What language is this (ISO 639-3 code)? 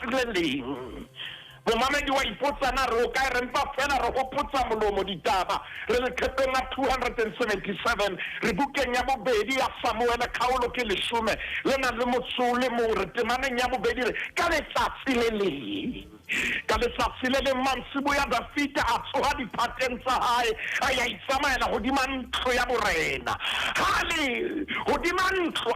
sot